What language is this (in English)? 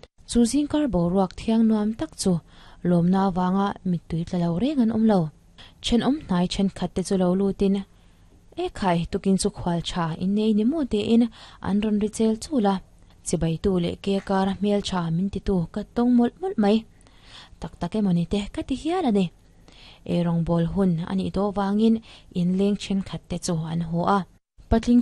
Mizo